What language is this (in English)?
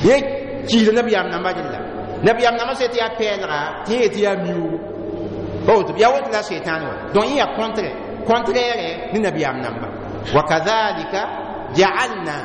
Mossi